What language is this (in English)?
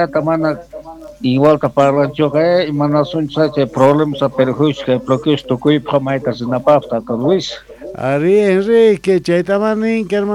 Quechua